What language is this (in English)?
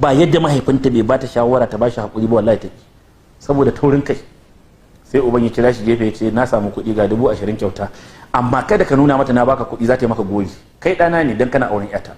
Hausa